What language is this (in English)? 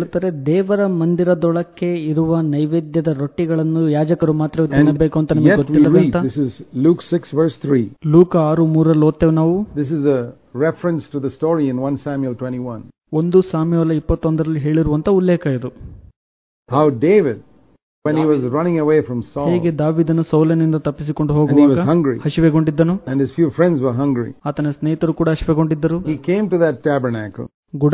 Kannada